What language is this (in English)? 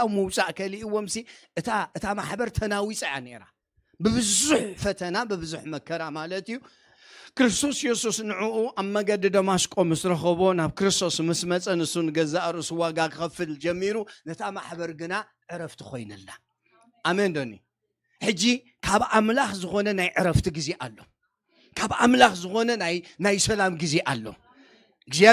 Tigrinya